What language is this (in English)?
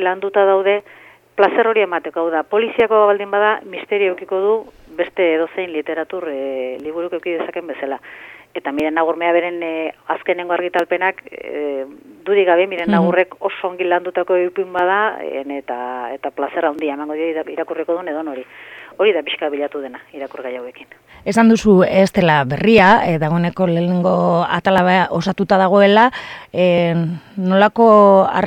Basque